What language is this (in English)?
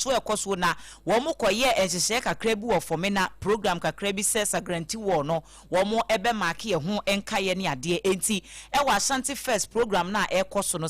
Akan